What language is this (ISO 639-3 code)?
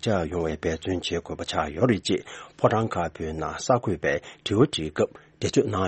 bod